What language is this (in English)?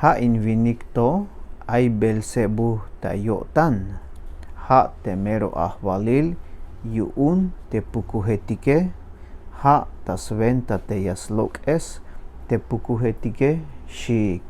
Tzeltal